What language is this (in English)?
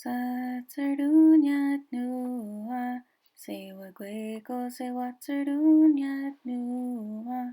Mohawk